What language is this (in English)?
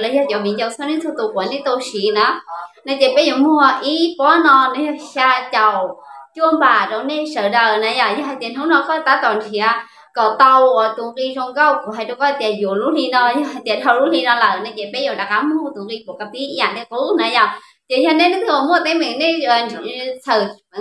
Hmong